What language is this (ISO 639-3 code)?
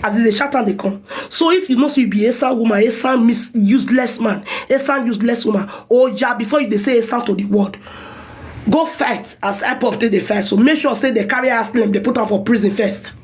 pcm